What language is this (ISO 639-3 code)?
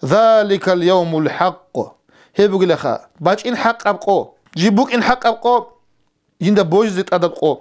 ava